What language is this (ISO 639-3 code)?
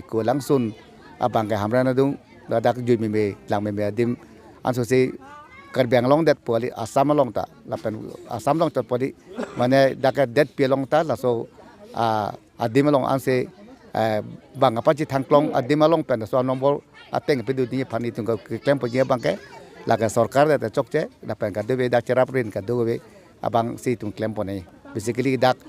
mjw